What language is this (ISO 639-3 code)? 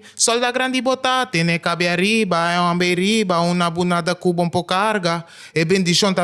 pap